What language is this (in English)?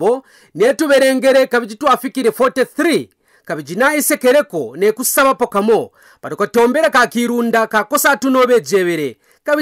Kaonde